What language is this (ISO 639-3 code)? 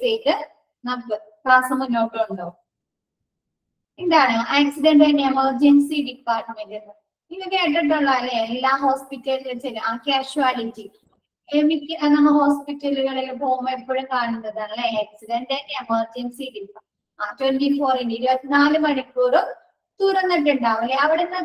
mal